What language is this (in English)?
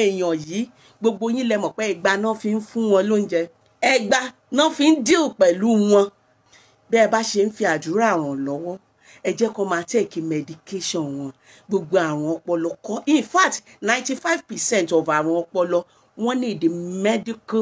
Yoruba